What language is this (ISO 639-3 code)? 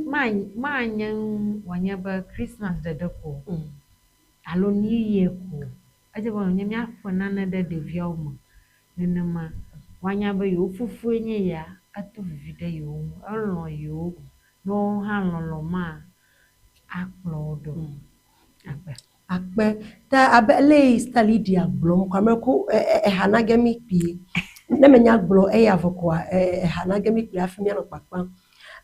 ewe